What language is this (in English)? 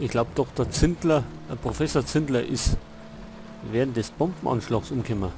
Bavarian